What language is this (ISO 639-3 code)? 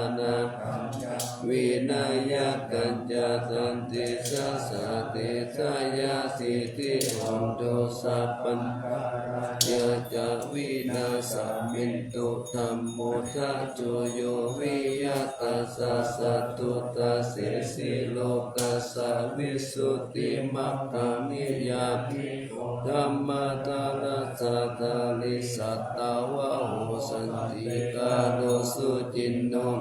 pli